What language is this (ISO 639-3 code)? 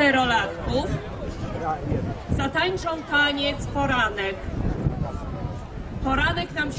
pol